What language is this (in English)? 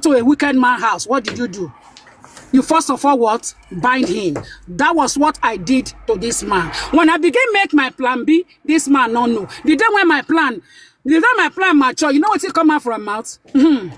Nigerian Pidgin